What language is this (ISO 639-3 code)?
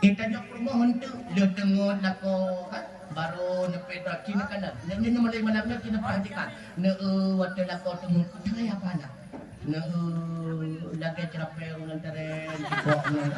ace